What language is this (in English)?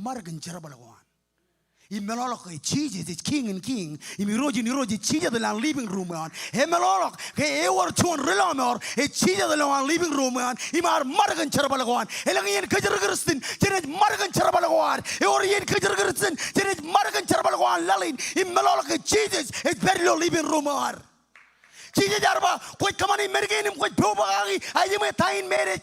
Marshallese